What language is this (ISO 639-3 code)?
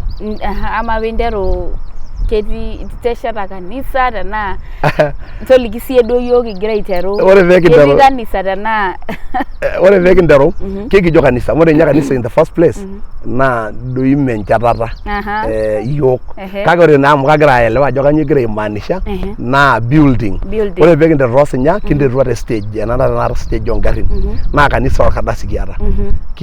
mas